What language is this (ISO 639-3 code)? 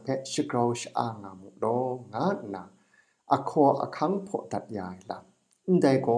kac